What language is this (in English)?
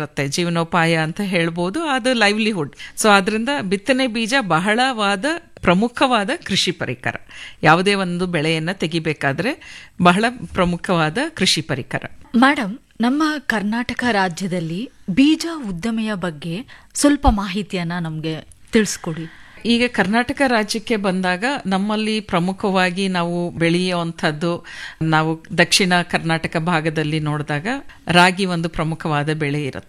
Kannada